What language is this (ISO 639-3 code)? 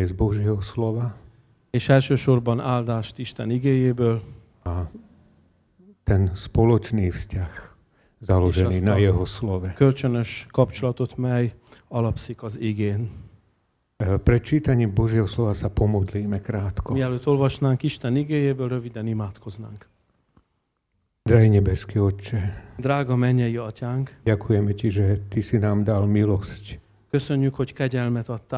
slk